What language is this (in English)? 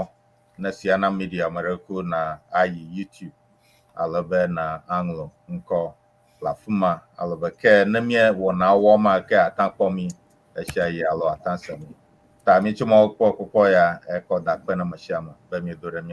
Ewe